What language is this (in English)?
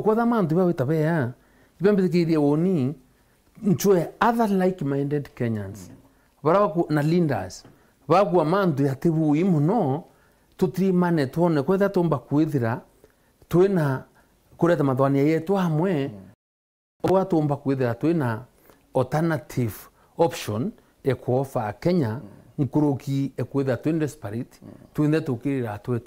Meru